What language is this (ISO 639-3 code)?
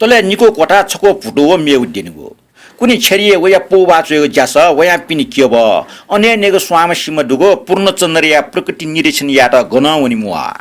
new